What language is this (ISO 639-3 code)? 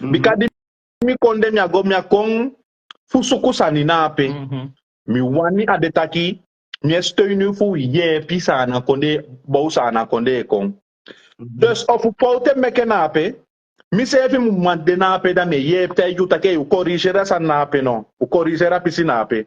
srn